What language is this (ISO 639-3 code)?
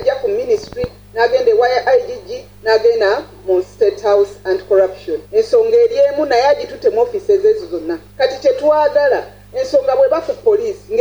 lug